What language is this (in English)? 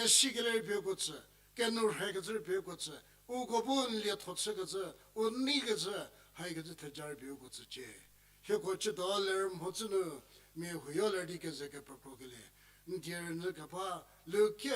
Angami Naga